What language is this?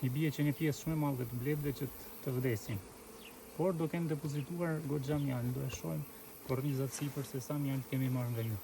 Albanian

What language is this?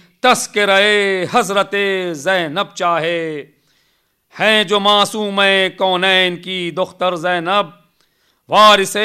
Urdu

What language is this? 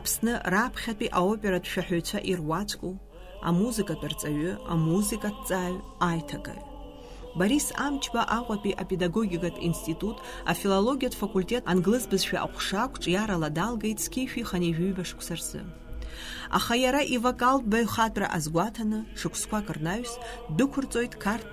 Abkhazian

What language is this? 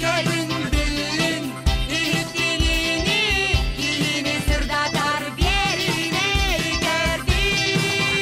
Yakut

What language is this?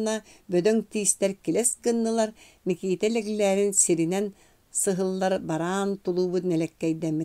Yakut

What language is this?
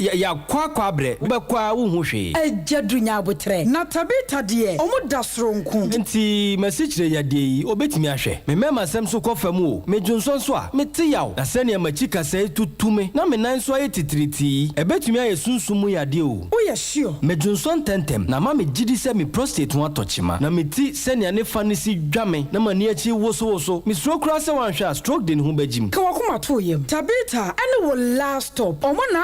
Akan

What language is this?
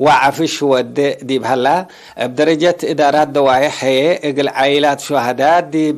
Tigre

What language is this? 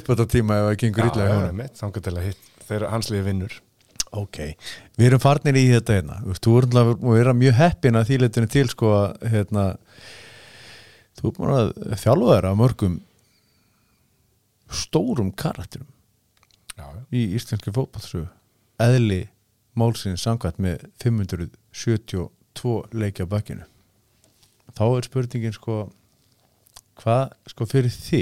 Icelandic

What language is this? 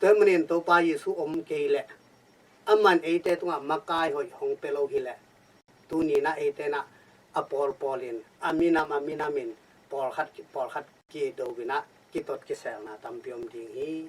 Tedim Chin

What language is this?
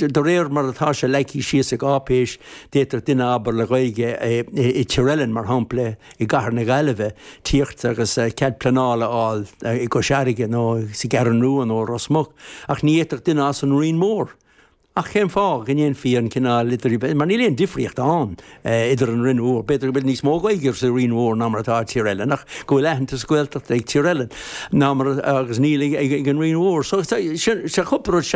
Irish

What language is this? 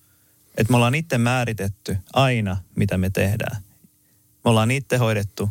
Finnish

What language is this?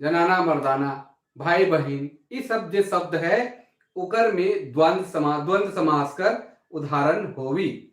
Sadri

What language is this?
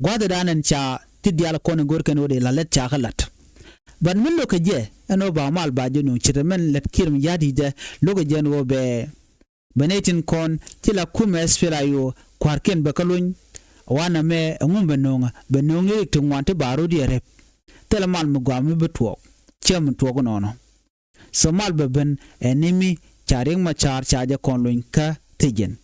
Nuer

